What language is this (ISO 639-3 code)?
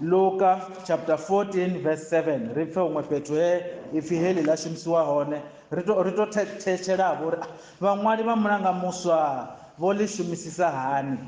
ven